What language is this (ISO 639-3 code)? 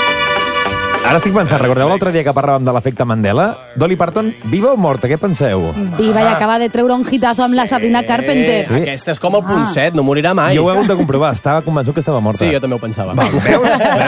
cat